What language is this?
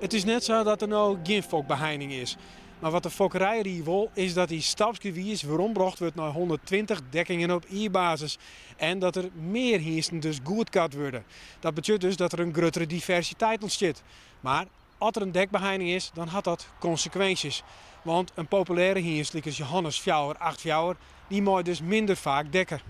Western Frisian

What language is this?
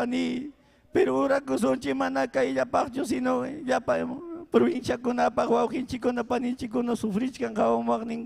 Ayacucho Quechua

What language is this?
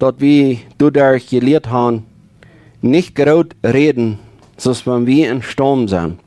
Plautdietsch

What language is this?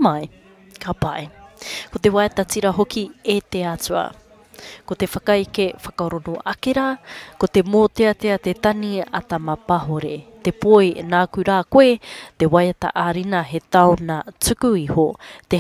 Māori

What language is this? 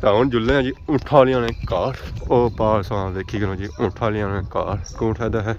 Pahari-Potwari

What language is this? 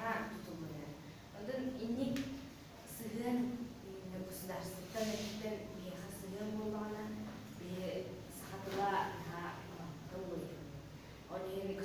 Yakut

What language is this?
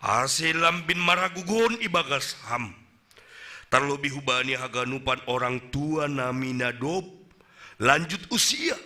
Batak Simalungun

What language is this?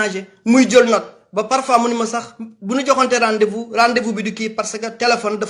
Wolof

